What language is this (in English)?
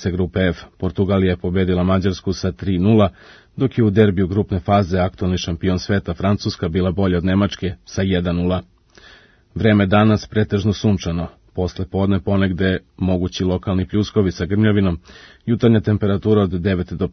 Serbian